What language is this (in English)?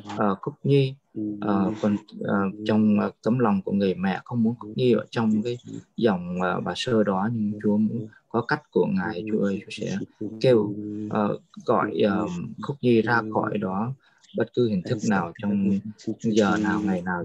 Vietnamese